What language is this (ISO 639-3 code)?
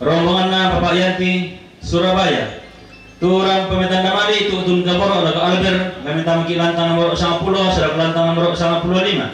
sda